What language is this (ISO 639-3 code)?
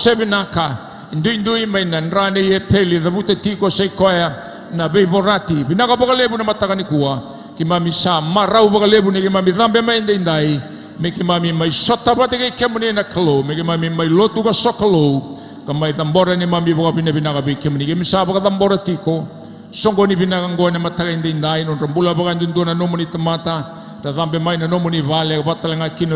fij